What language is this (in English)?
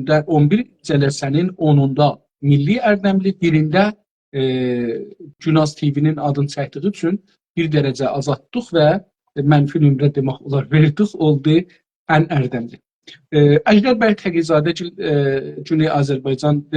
South Azerbaijani